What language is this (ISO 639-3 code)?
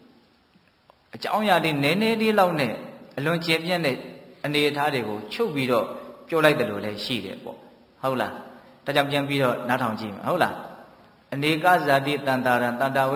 mya